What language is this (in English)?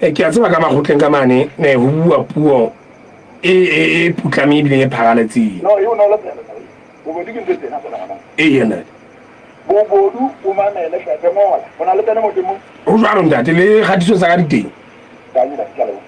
Southern Sotho